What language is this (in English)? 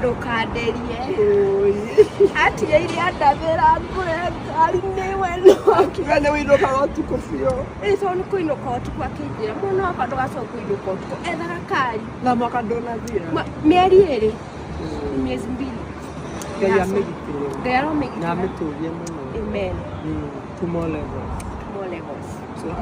Kikuyu